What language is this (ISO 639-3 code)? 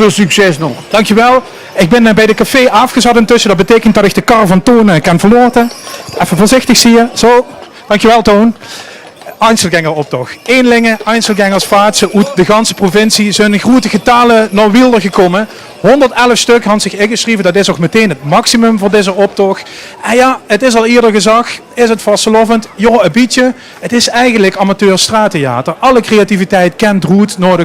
lim